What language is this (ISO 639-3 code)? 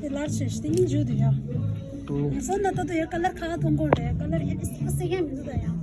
bod